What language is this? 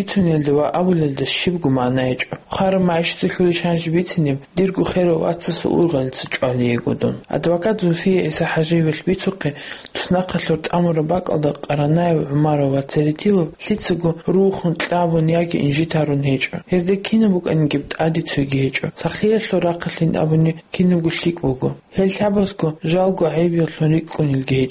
Avaric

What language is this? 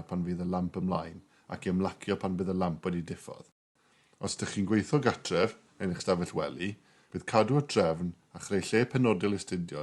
Welsh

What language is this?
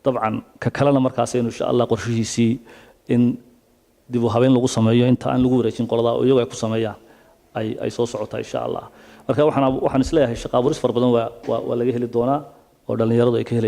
Somali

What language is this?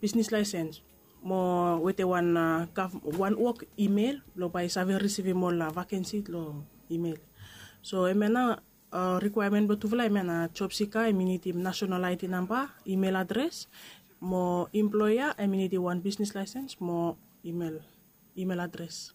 Bislama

